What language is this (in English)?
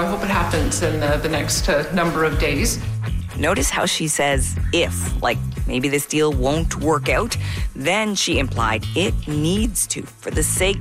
English